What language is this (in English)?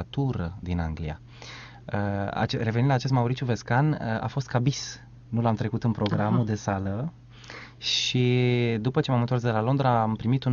Romanian